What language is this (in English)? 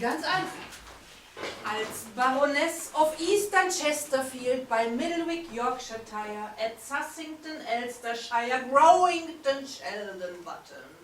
Low German